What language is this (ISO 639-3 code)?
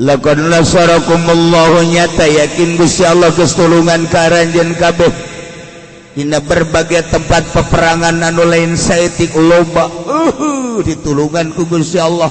sun